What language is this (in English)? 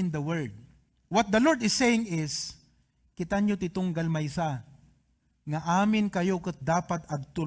Iloko